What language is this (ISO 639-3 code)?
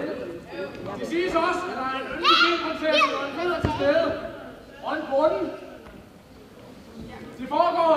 dan